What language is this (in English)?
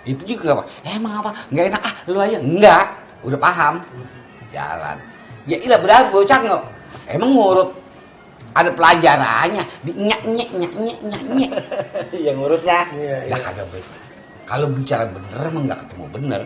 Betawi